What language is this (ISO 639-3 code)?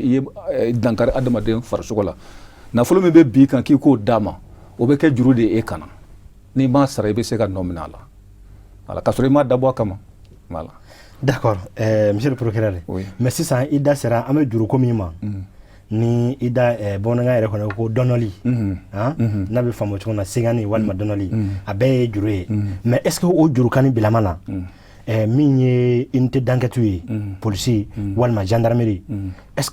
bam